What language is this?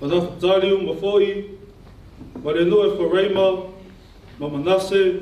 Samoan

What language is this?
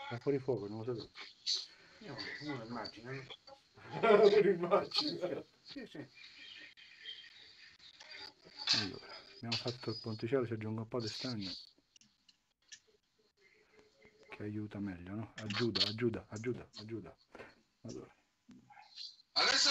Italian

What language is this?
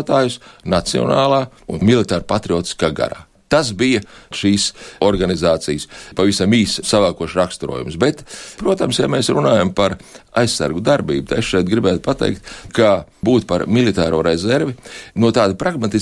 Latvian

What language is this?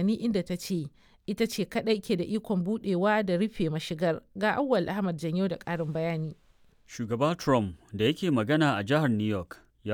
Hausa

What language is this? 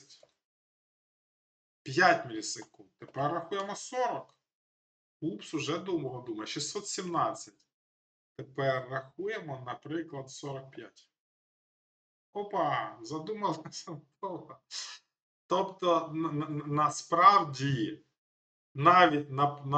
Ukrainian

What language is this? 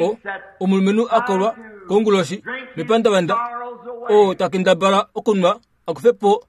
Kuanyama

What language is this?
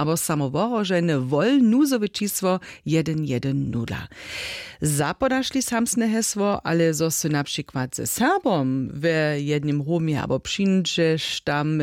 Upper Sorbian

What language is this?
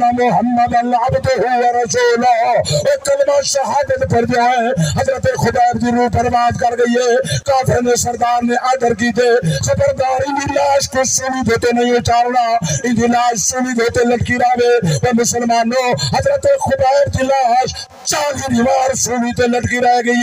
Saraiki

